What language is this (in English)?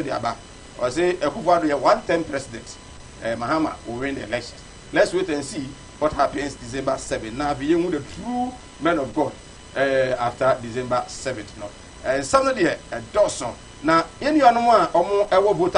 Akan